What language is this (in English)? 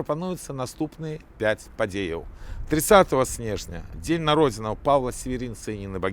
Belarusian